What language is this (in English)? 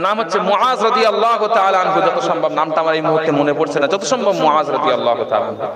Bangla